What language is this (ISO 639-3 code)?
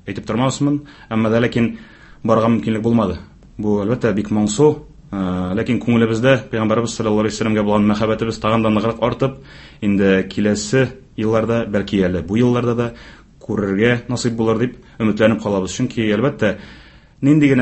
tat